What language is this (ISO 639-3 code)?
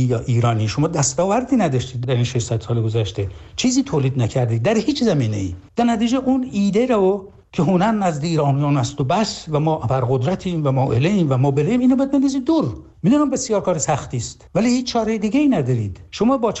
fas